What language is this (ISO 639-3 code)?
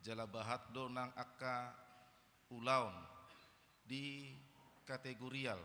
bbc